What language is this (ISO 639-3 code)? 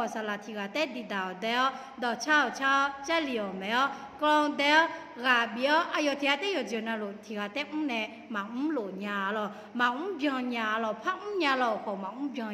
ahk